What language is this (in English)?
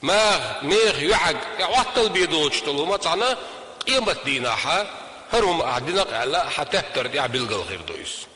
Chechen